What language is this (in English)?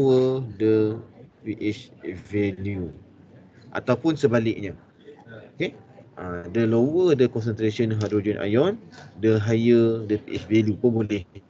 Malay